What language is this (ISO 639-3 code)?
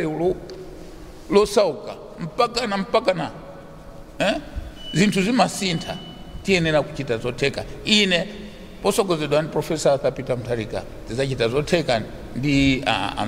nya